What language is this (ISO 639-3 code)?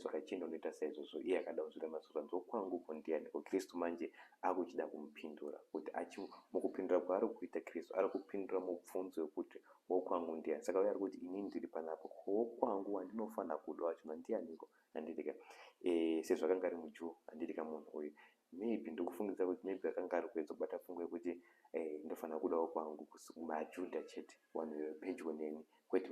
sna